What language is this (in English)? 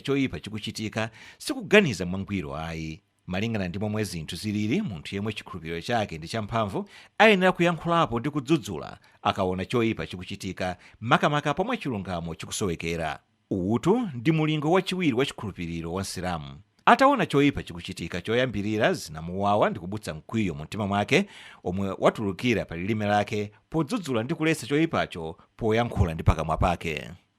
Nyanja